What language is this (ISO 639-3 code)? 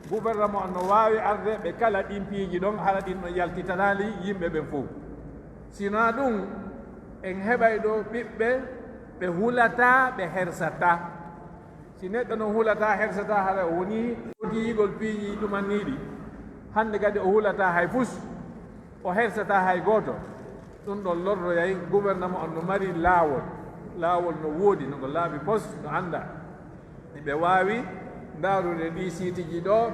fuf